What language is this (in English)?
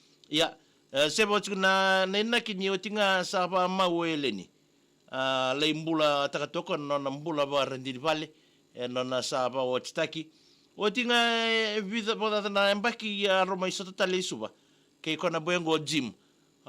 Fijian